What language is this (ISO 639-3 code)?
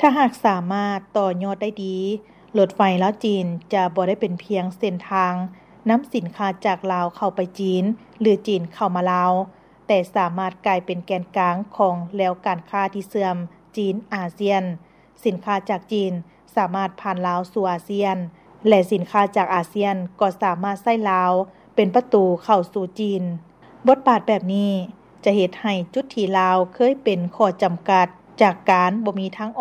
lao